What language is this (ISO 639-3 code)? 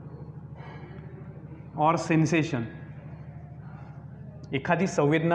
mar